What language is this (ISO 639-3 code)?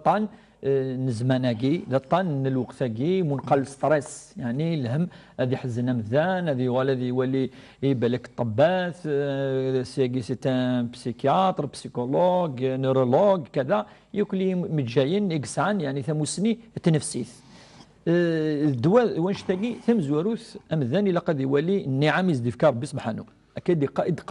kab